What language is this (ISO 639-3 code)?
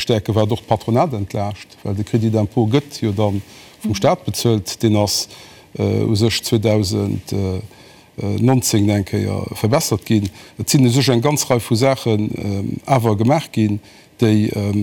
ltz